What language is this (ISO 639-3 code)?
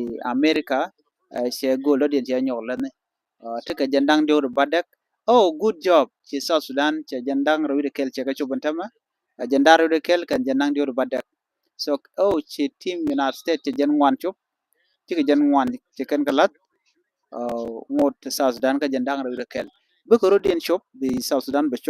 nus